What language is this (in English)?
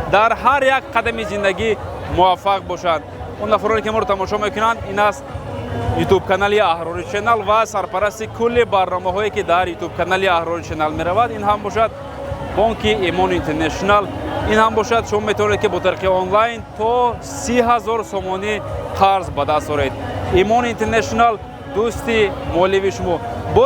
Tajik